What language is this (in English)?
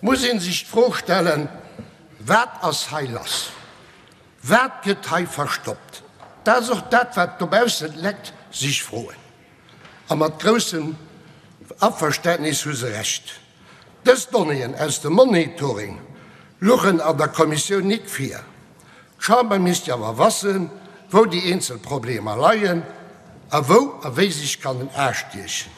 Luxembourgish